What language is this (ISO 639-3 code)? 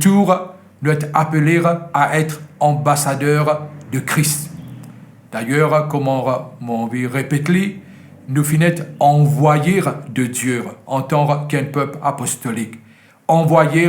mfe